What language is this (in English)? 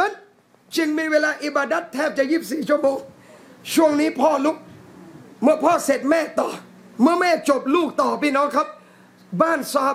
Thai